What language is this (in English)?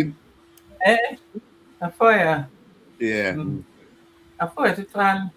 Acoli